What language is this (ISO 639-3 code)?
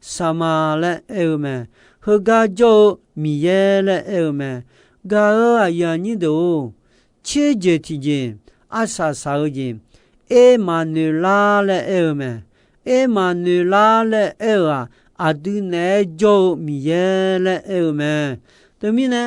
ahk